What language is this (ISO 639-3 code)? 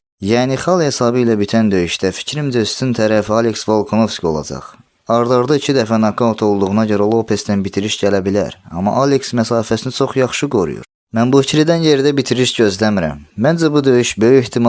aze